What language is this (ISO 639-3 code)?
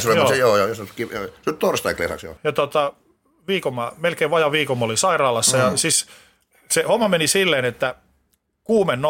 fin